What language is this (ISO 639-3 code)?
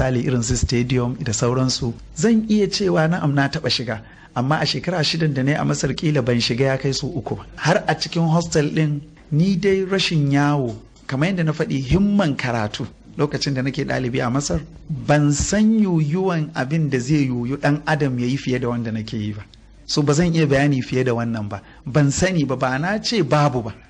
hau